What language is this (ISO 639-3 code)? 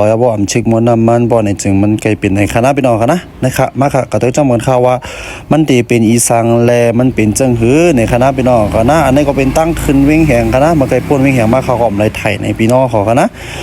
shn